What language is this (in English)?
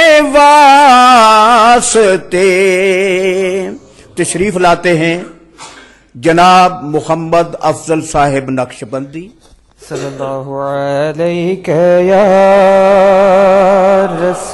Urdu